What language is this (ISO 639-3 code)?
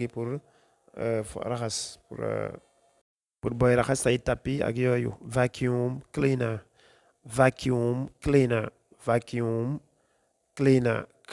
wol